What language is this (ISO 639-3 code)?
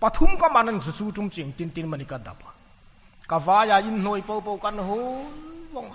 hmr